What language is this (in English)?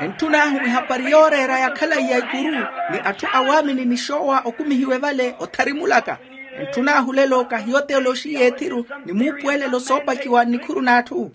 Makhuwa